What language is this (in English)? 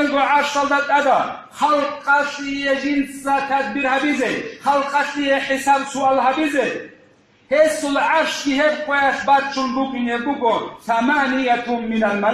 Avaric